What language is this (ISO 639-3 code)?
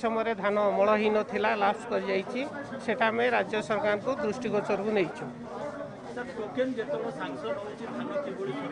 ori